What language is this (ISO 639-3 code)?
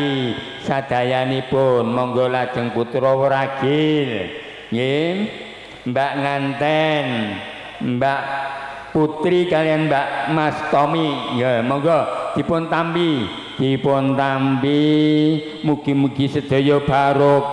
jav